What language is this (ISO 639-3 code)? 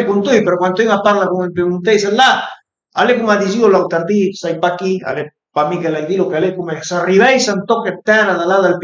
pms